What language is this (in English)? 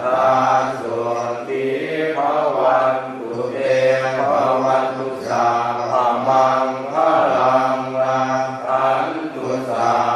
Pali